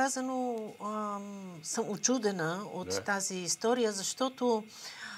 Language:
Bulgarian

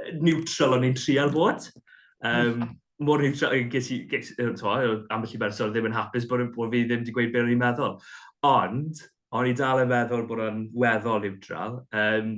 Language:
Welsh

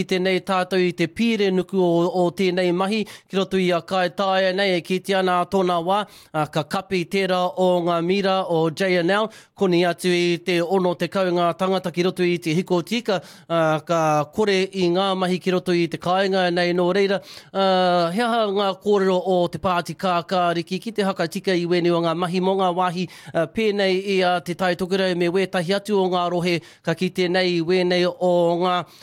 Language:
Māori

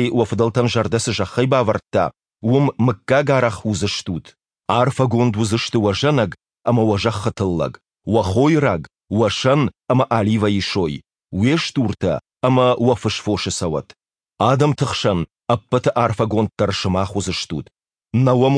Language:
Ossetic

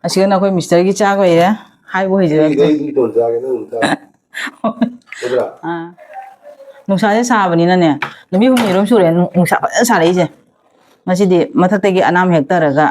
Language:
Manipuri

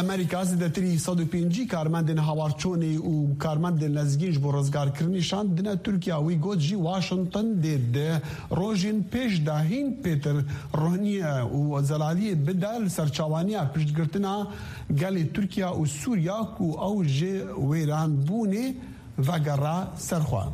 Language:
Kurdish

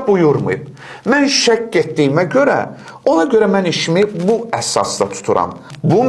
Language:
Azerbaijani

